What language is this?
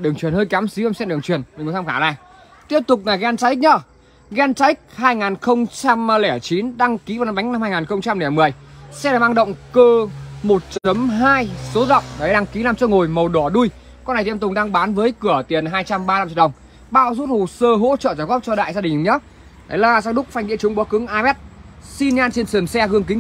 Vietnamese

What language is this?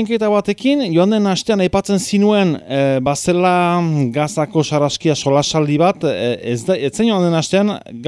Basque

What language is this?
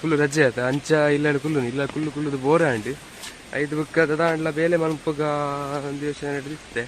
Tulu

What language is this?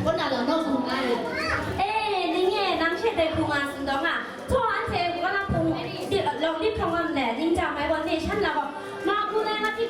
Kachin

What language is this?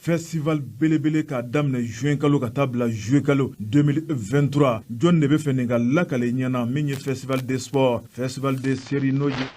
Bambara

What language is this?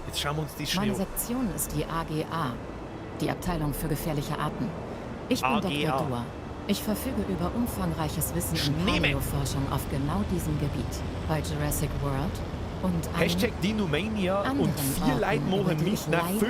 Bavarian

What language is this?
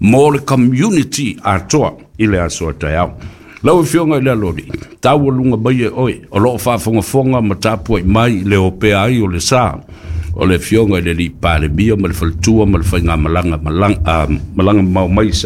Samoan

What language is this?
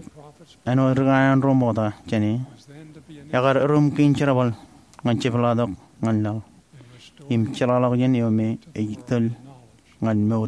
Marshallese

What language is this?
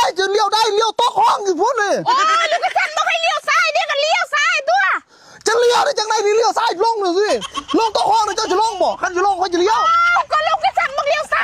Northeastern Thai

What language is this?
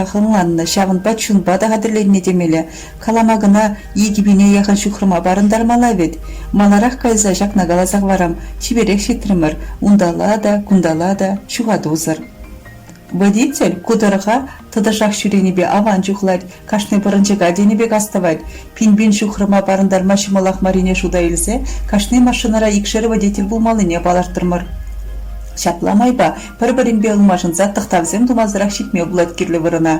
Chuvash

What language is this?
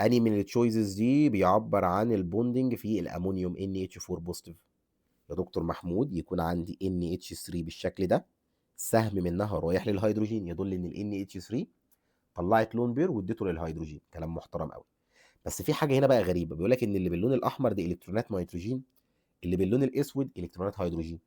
Egyptian Arabic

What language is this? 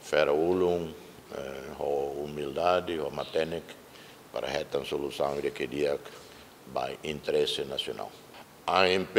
Tetum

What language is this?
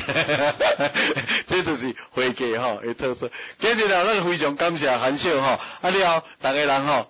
Min Nan Chinese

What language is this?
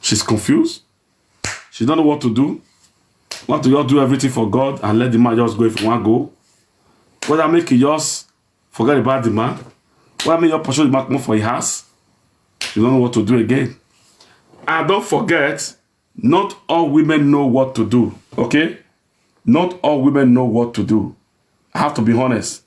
Nigerian Pidgin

